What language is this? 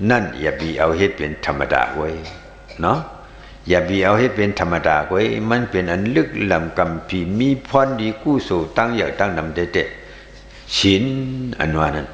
Shan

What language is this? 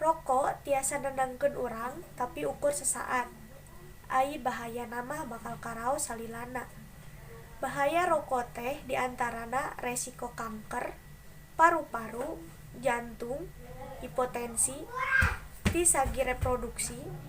Sundanese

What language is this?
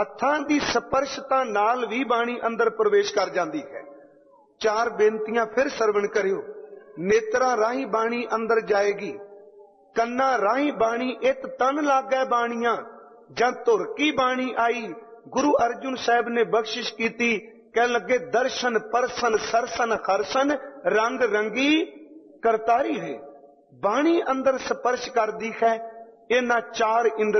Punjabi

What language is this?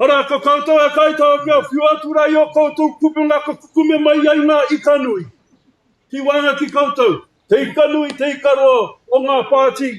Māori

